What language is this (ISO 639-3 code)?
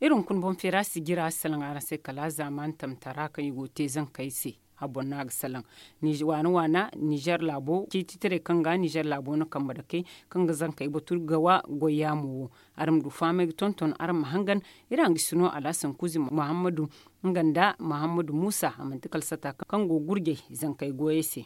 dje